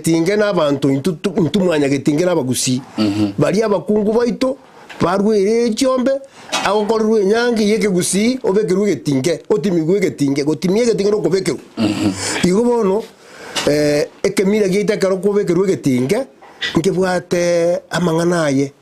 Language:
Gusii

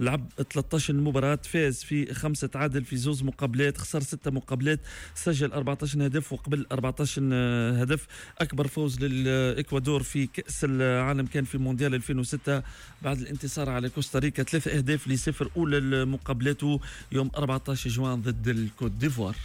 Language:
Tunisian Arabic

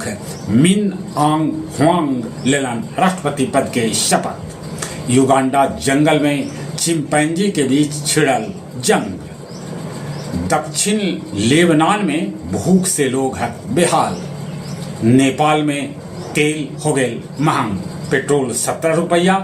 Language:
Magahi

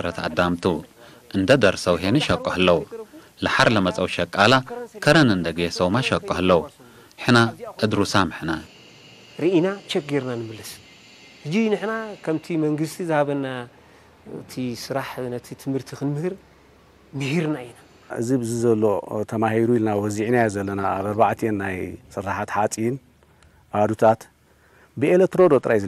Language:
Tigre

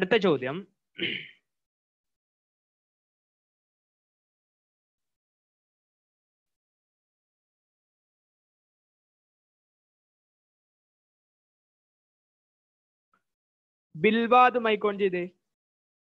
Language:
Malayalam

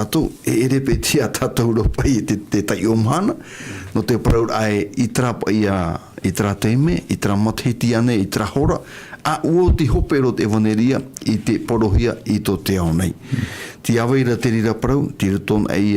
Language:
Tahitian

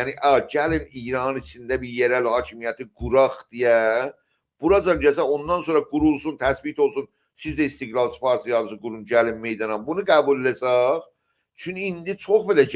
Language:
South Azerbaijani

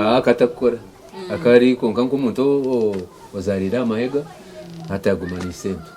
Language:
Nyankole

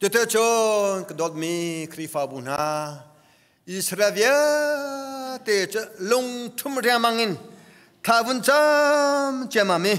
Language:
Hakha Chin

